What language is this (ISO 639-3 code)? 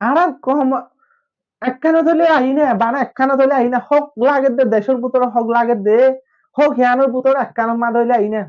rhg